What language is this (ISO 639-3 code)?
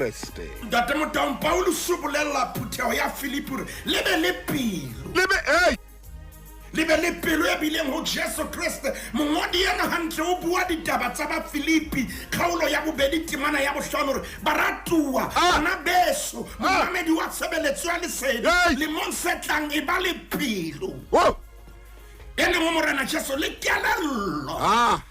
sot